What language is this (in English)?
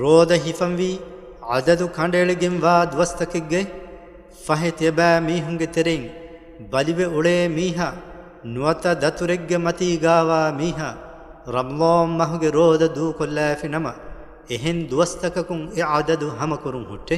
Divehi